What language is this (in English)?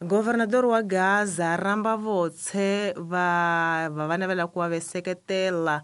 Tsonga